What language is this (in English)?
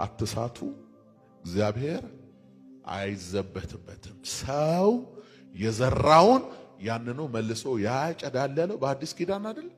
Amharic